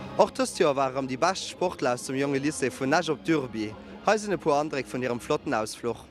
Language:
Luxembourgish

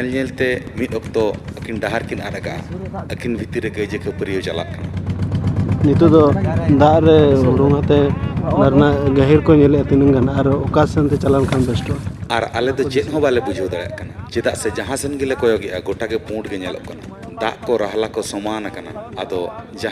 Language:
Santali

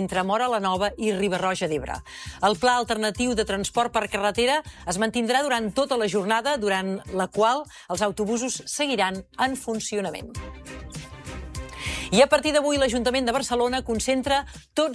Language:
Catalan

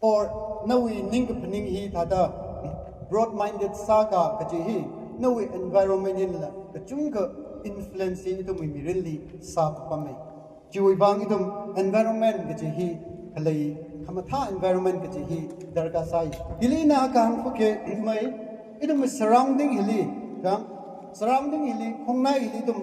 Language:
Tangkhul Naga (India)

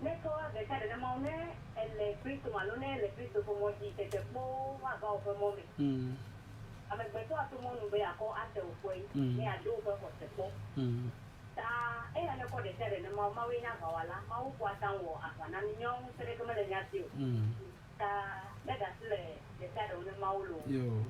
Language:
Ewe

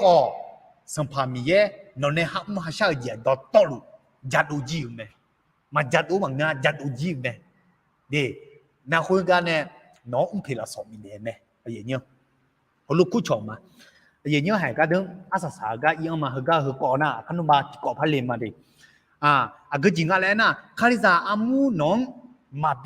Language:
Akha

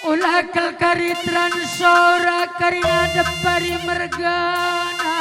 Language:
Batak Karo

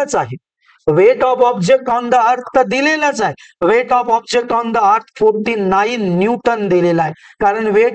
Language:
Marathi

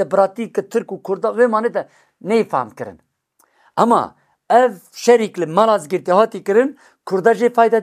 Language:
Kurdish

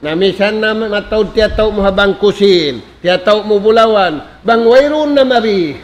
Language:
Tausug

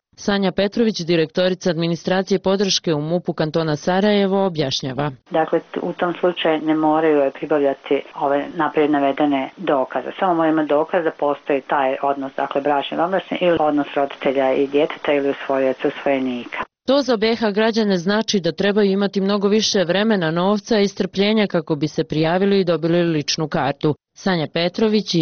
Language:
Bosnian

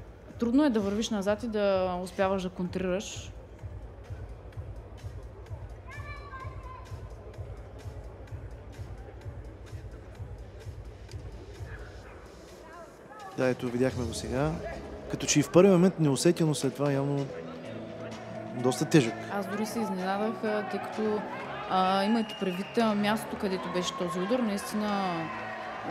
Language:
Bulgarian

